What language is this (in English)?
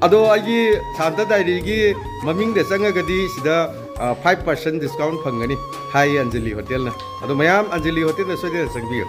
Manipuri